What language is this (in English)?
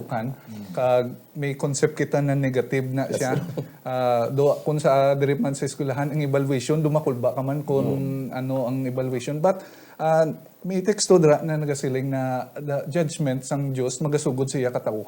Hiligaynon